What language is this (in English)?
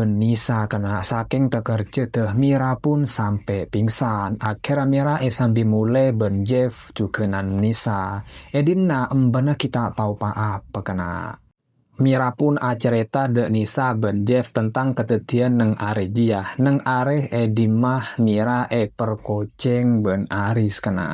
Madurese